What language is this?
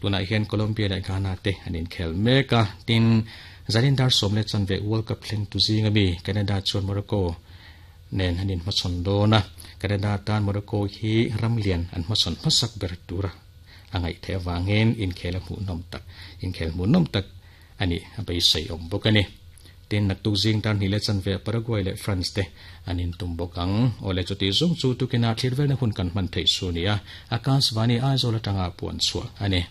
Mizo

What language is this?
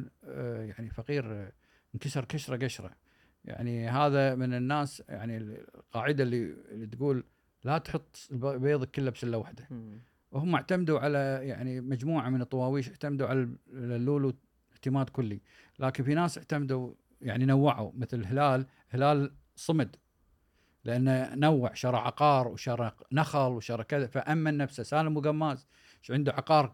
Gulf Arabic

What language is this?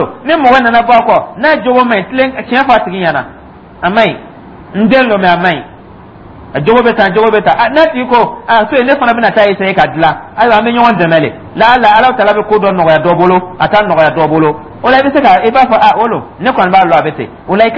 Dyula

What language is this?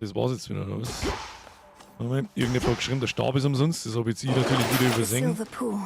Bavarian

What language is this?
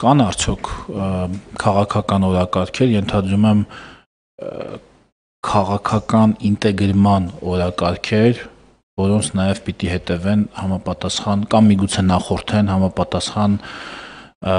Armenian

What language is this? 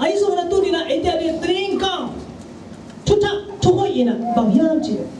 Tedim Chin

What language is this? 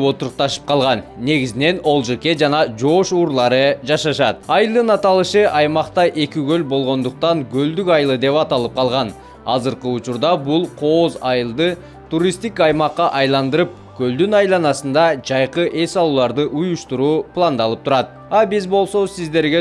Kyrgyz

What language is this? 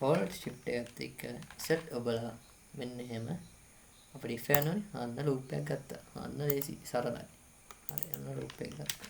Sinhala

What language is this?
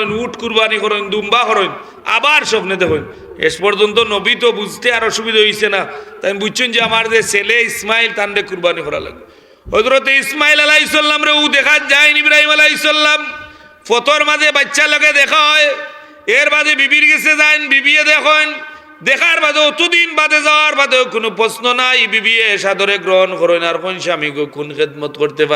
Sylheti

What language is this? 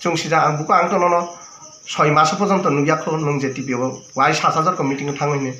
Kok Borok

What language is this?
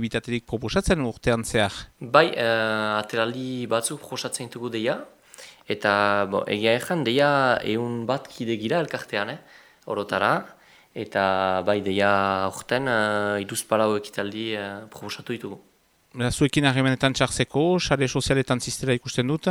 Basque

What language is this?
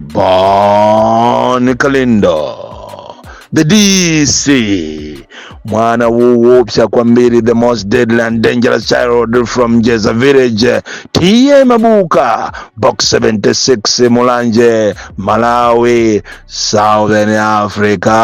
Nyanja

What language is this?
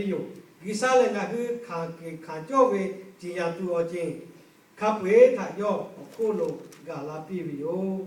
Lahu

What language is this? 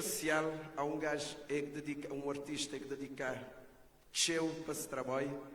Kabuverdianu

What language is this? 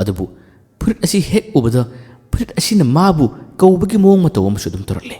Manipuri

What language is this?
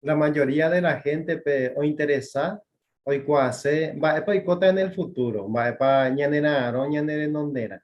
Guarani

